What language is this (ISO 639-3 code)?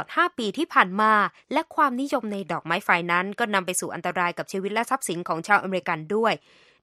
tha